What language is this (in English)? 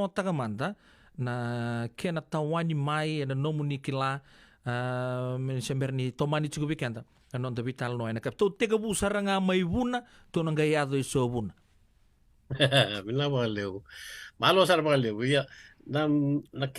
Fijian